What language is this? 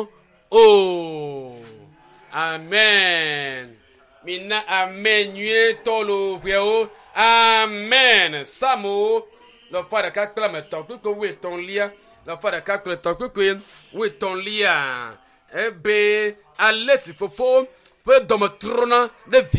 Ewe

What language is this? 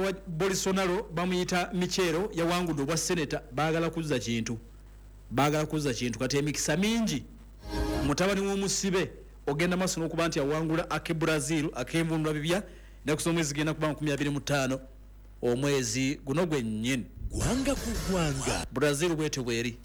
Ganda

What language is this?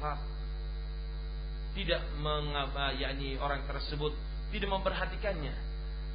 Indonesian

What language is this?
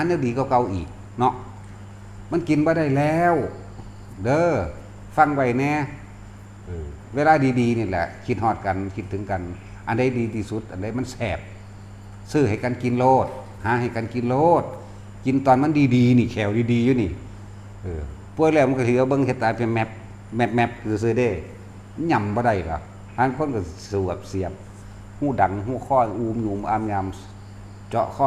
Northeastern Thai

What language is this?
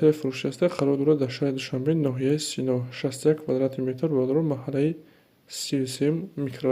Tajik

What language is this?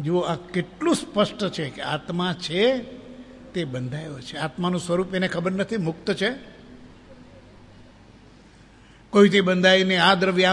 Gujarati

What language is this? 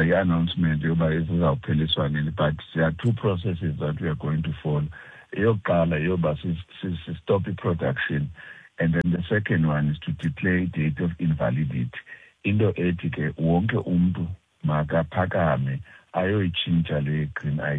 Xhosa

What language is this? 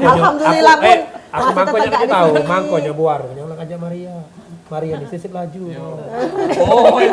Musi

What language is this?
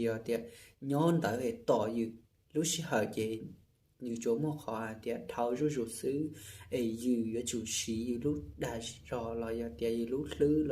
Hmong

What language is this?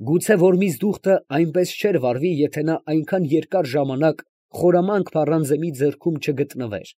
Armenian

